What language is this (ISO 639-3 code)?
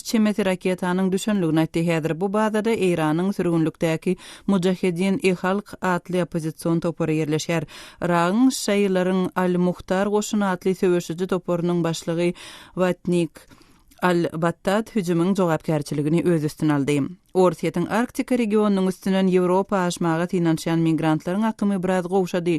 tuk